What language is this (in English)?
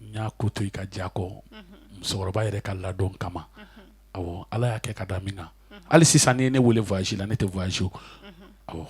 Bambara